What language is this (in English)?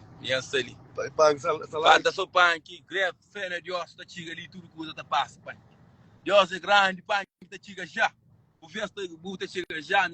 Kabuverdianu